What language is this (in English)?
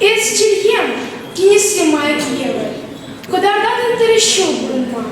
Chuvash